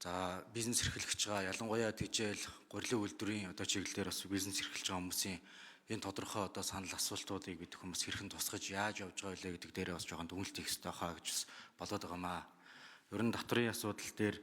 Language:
Mongolian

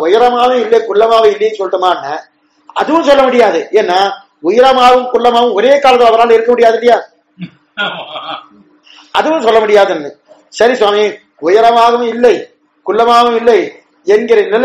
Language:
Tamil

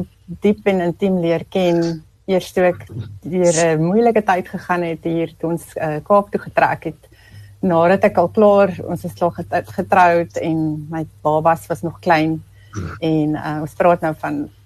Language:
Afrikaans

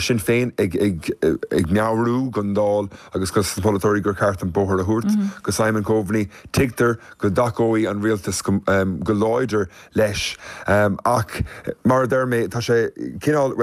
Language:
Irish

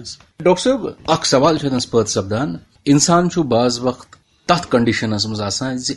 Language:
Kashmiri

